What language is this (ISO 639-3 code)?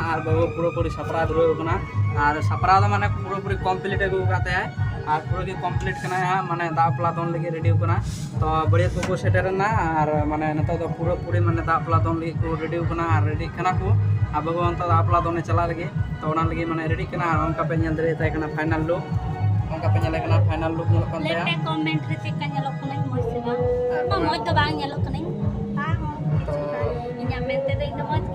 sat